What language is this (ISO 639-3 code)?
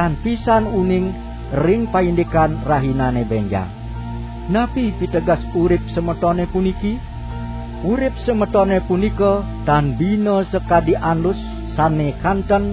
ban